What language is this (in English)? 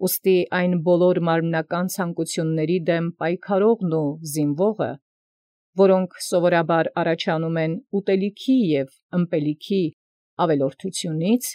Armenian